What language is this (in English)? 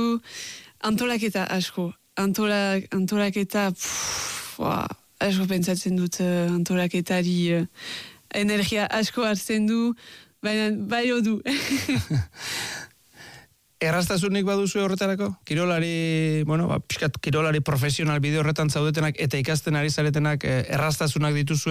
Basque